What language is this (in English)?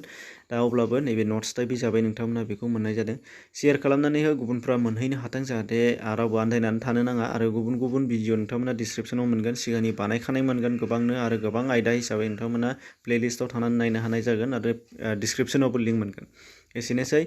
Bodo